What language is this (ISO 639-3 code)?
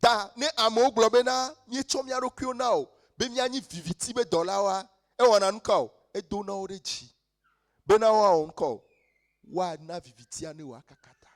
ewe